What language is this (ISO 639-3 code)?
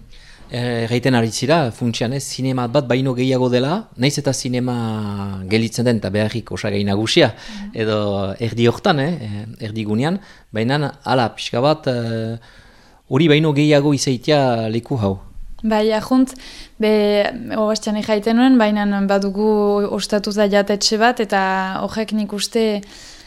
eus